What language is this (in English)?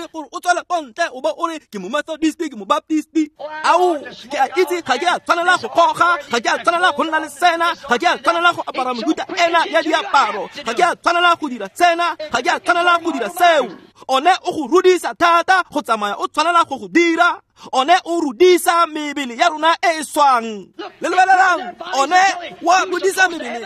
Tswana